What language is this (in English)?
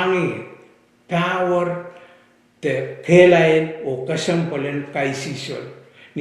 Pohnpeian